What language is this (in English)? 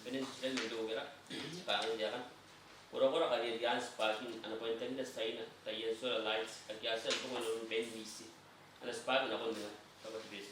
Gilbertese